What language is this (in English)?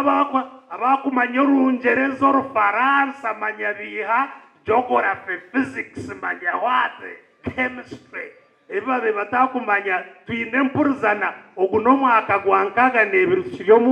Nyankole